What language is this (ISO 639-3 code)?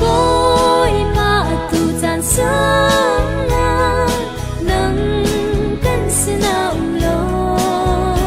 cnh